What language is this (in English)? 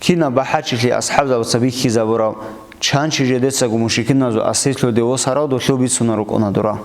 Avaric